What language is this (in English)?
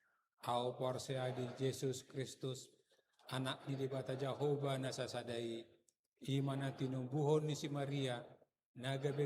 Batak Toba